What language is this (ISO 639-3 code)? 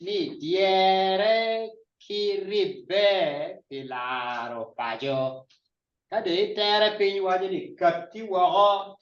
ach